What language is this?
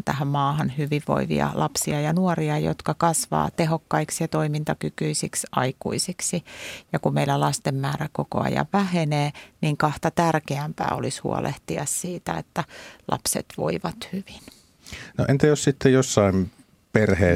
Finnish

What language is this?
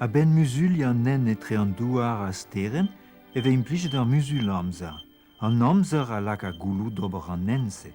Breton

